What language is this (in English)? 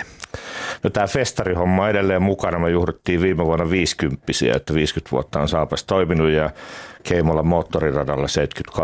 Finnish